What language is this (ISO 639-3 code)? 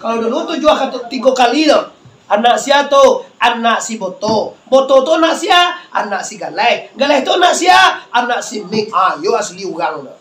min